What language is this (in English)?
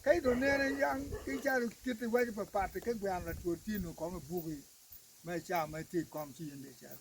Acoli